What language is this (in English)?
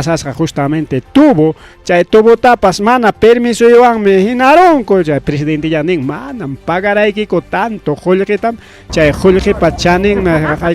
Ayacucho Quechua